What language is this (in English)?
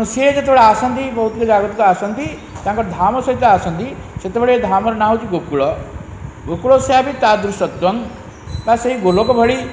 Odia